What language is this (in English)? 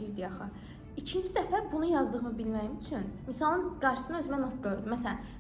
Azerbaijani